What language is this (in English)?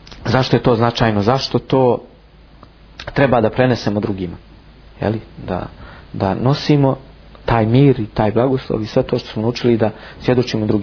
Bosnian